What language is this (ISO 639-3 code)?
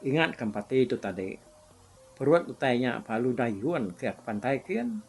iba